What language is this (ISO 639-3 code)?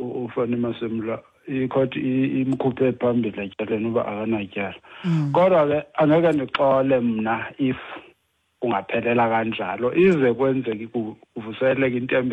xho